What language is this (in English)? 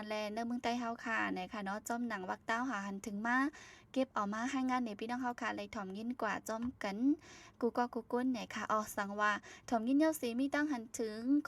Shan